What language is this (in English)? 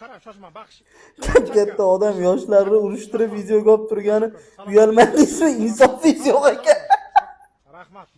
Uzbek